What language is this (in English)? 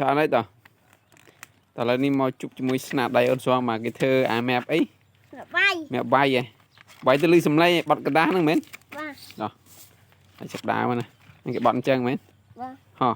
Khmer